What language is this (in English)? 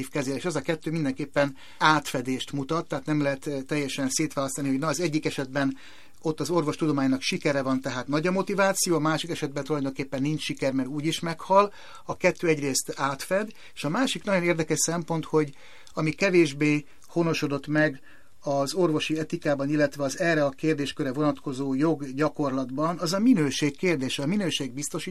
Hungarian